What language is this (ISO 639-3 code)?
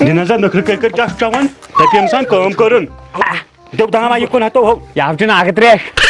kas